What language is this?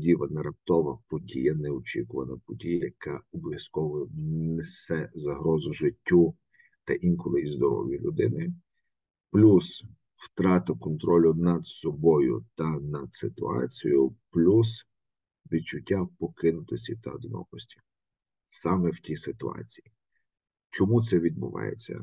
Ukrainian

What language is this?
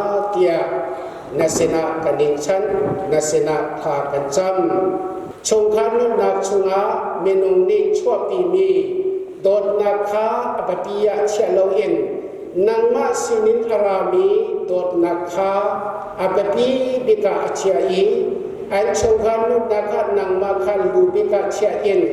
Hakha Chin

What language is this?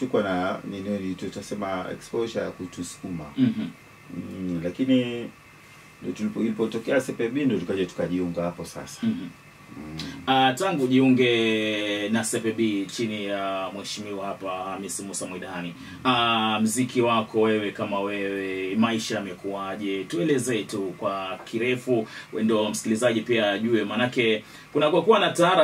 Swahili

